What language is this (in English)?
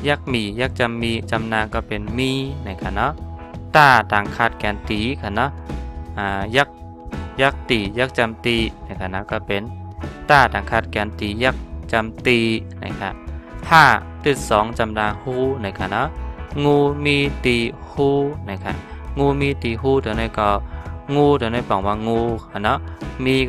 Shan